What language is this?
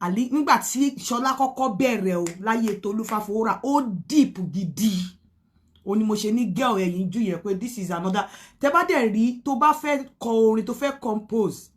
Yoruba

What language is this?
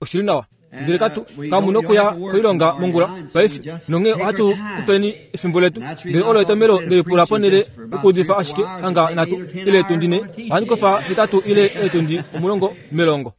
Kuanyama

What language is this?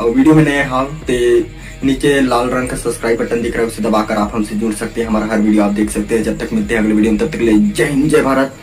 Chhattisgarhi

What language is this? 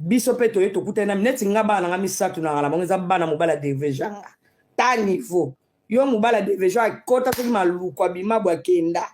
Lingala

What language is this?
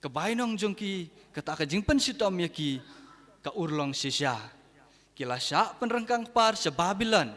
Khasi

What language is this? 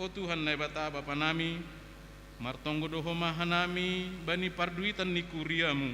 Batak Simalungun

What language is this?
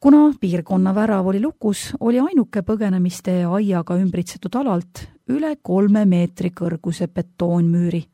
Estonian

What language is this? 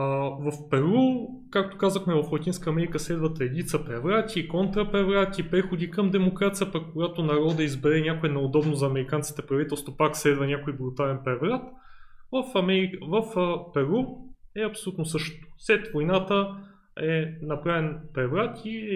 Bulgarian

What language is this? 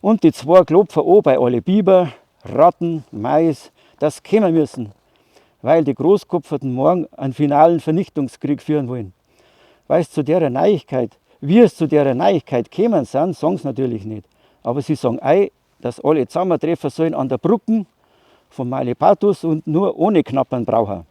Bavarian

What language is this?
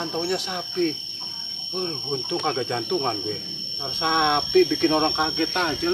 Betawi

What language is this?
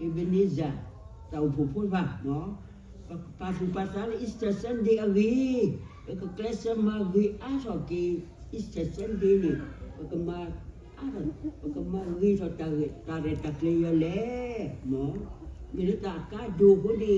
S'gaw Karen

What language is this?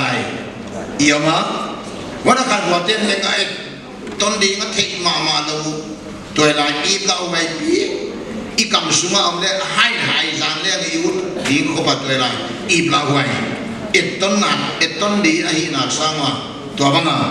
Paite Chin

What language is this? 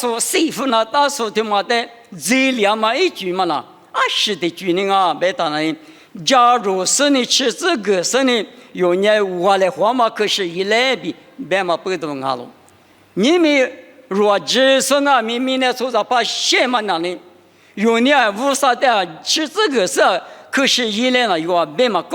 Lisu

